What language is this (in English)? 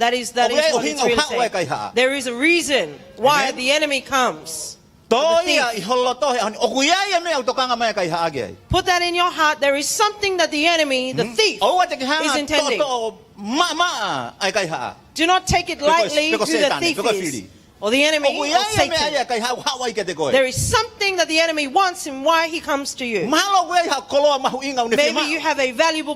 Tongan